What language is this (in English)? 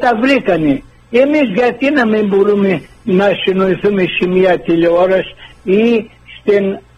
Greek